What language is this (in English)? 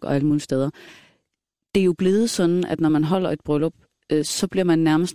Danish